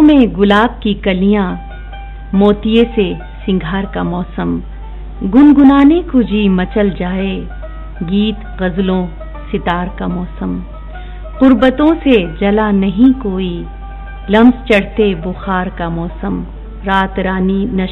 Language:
Urdu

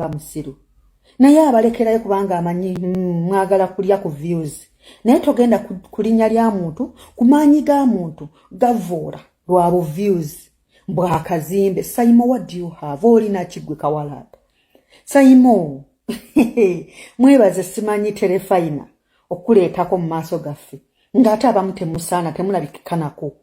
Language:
Ganda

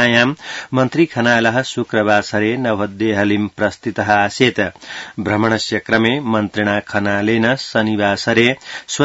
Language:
Sanskrit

